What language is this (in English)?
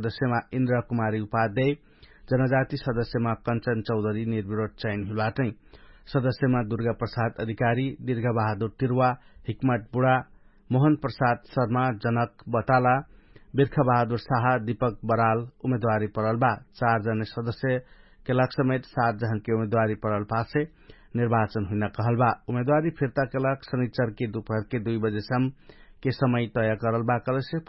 Dangaura Tharu